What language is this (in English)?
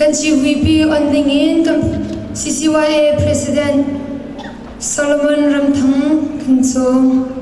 Hakha Chin